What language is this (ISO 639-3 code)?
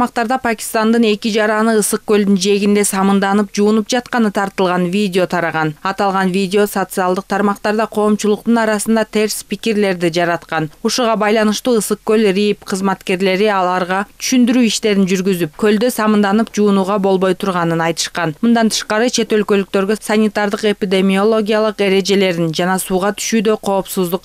kir